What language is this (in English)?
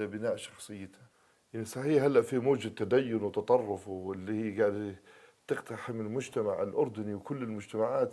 North Levantine Arabic